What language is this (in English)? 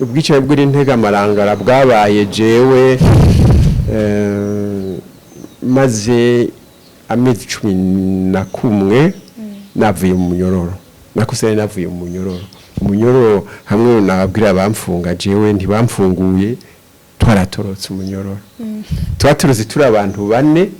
Rundi